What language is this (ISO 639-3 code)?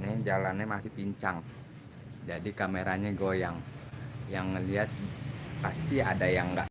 bew